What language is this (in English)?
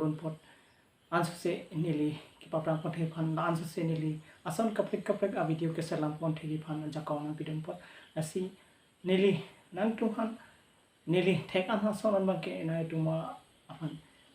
Karbi